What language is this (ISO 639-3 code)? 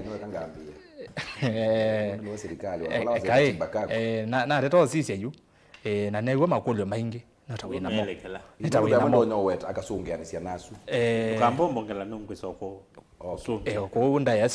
kam